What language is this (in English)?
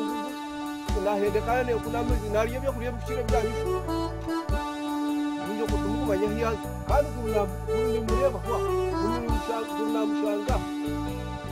Kinyarwanda